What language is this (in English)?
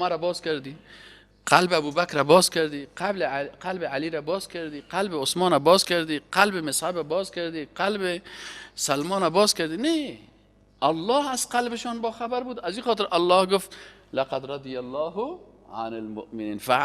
Persian